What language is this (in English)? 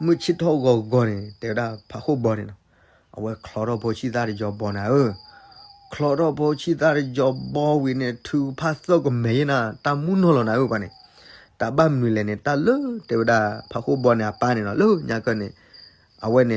S'gaw Karen